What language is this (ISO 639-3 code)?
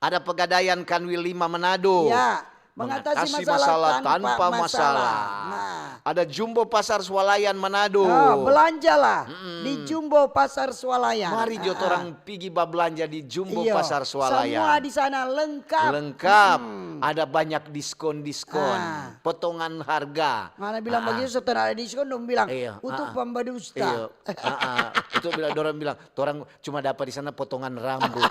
xmm